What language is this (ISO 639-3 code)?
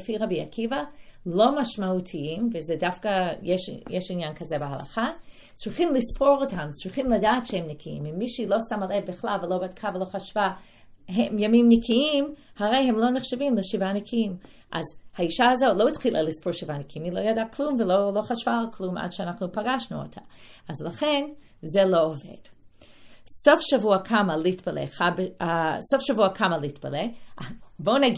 heb